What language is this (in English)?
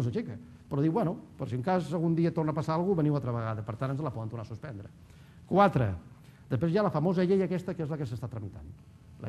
Catalan